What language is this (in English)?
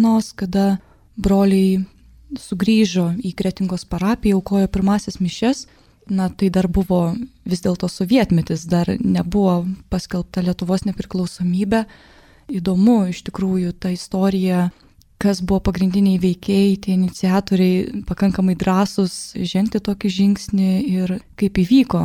Lithuanian